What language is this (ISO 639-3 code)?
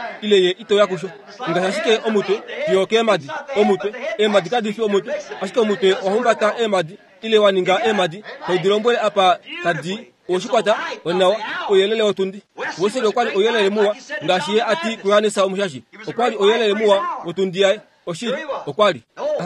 kua